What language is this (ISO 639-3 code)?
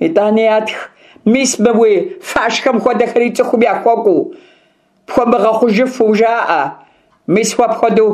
kbd